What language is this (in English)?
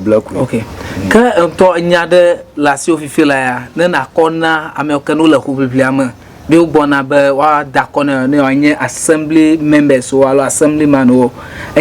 Ewe